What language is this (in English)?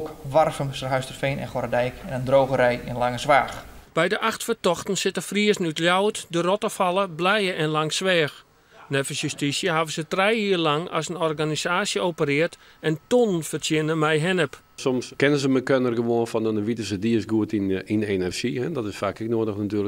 Western Frisian